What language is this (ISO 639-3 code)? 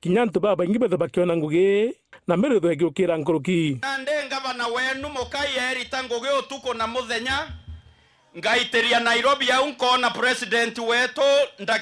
mer